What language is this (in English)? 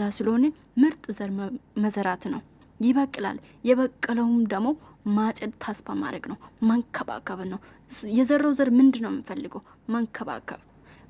Amharic